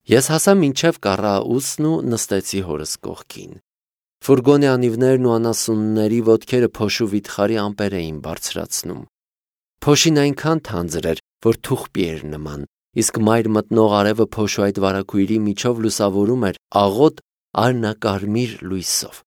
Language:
Armenian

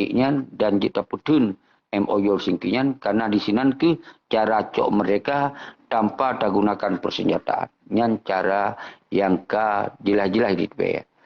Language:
Achinese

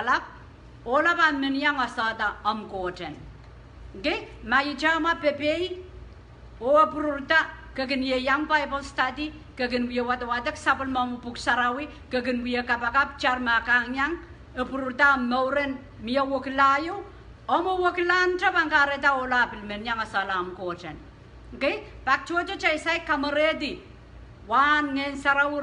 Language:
Pohnpeian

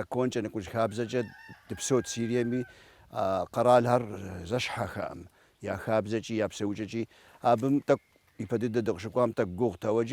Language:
Kabardian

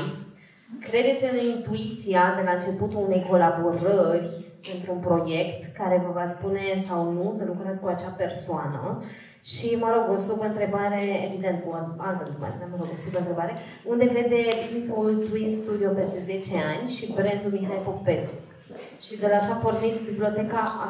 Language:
Romanian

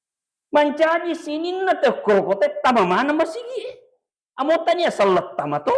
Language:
Buginese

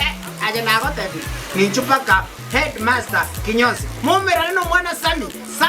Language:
Gusii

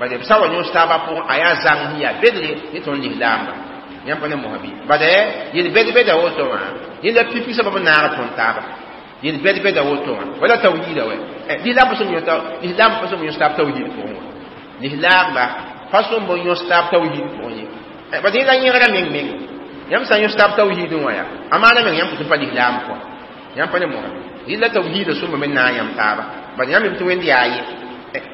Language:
Mossi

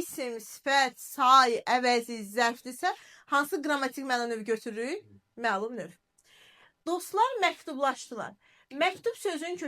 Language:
Azerbaijani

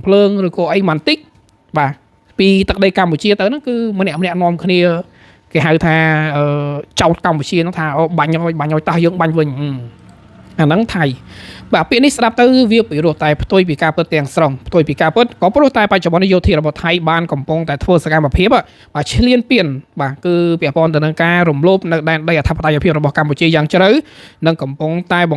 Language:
Khmer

